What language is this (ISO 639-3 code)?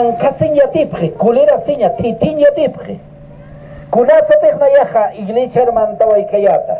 aym